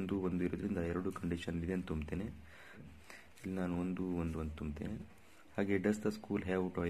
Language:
Kannada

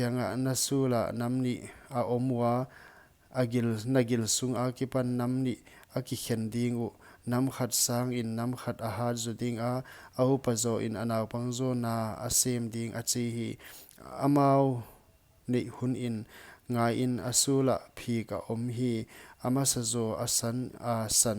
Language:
Paite Chin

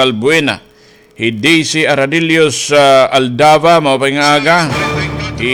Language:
Waray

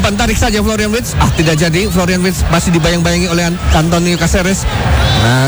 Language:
Indonesian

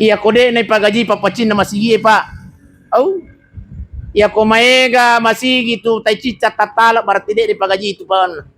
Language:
Buginese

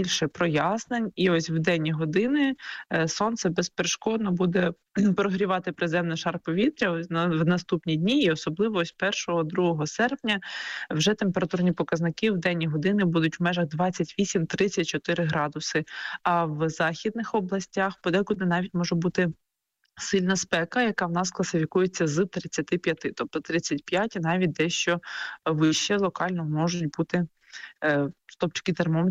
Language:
Ukrainian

